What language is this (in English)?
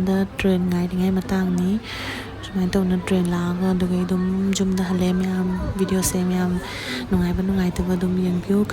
Manipuri